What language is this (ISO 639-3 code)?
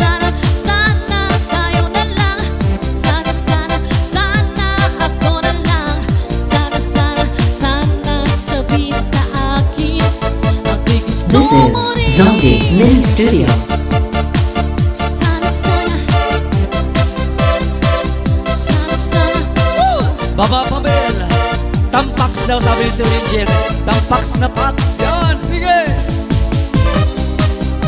fil